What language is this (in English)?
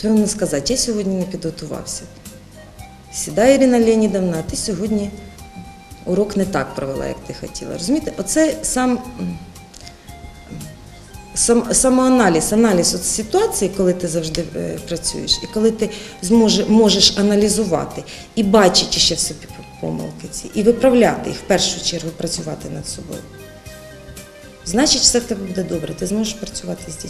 Ukrainian